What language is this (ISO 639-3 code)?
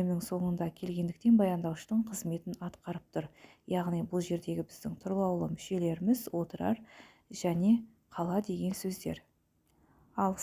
kaz